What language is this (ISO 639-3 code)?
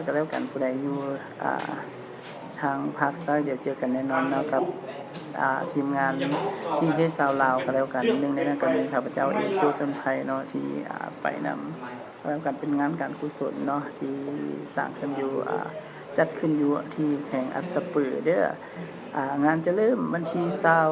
lao